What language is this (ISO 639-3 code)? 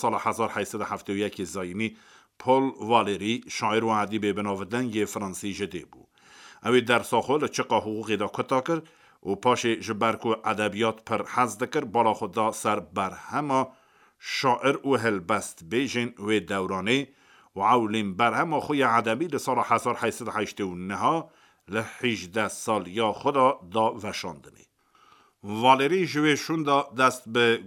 kur